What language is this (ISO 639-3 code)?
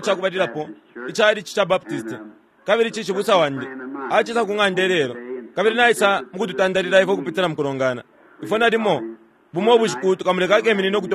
bem